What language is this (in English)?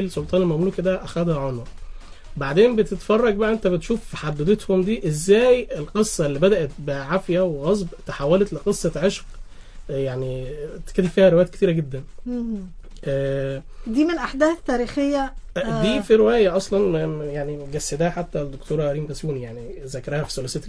Egyptian Arabic